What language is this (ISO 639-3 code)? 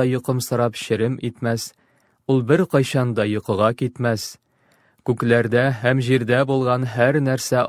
tat